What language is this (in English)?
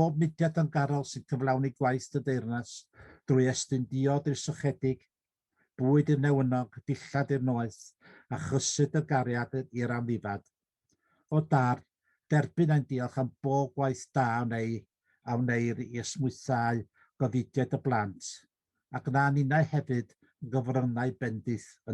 Welsh